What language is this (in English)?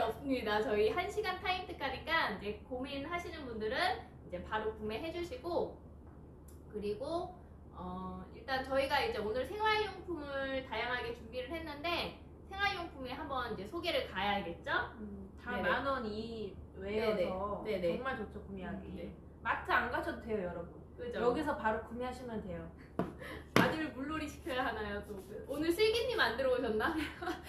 Korean